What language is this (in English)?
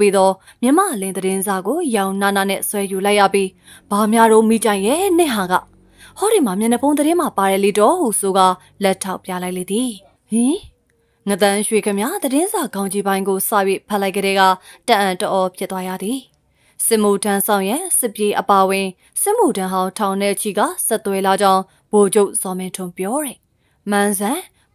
Burmese